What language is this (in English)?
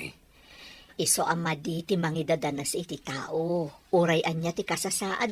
Iloko